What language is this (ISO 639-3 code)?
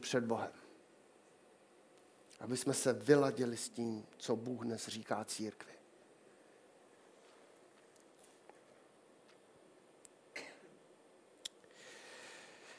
ces